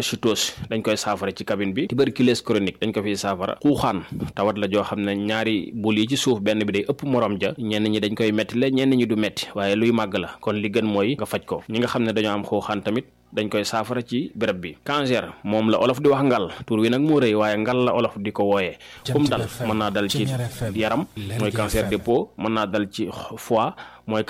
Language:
Wolof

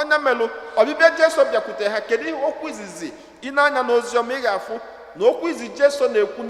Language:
Igbo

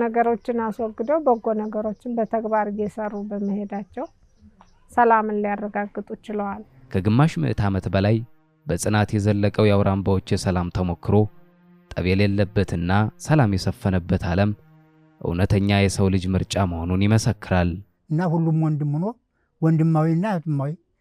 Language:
Amharic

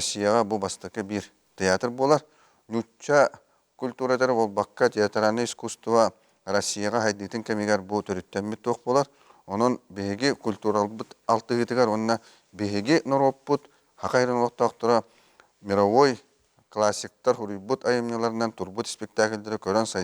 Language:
Yakut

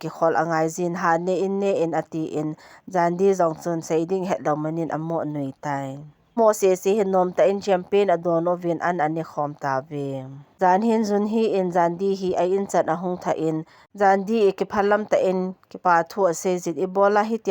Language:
Thado Chin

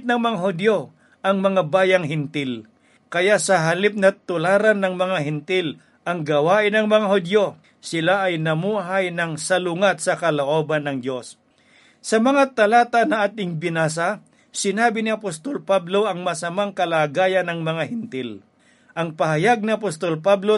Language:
Filipino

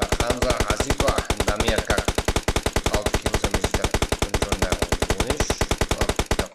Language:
Kara-Kalpak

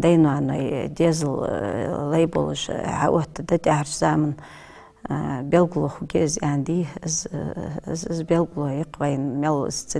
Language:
Ingush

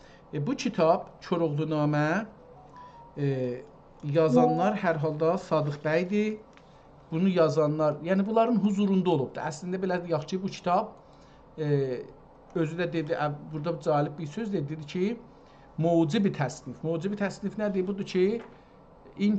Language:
South Azerbaijani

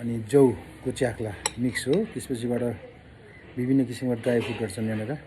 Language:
Nepali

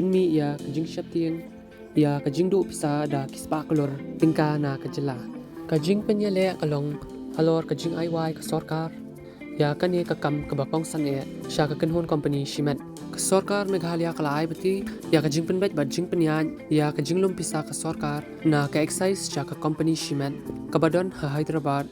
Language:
Khasi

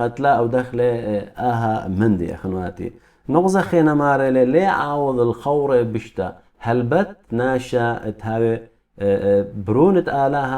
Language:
Assyrian Neo-Aramaic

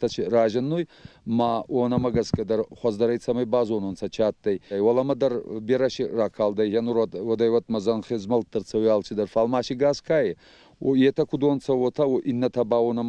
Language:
Ossetic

